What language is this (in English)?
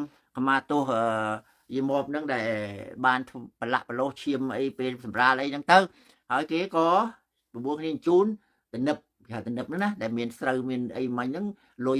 Khmer